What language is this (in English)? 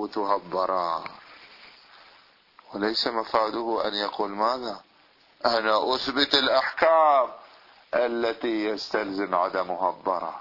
Arabic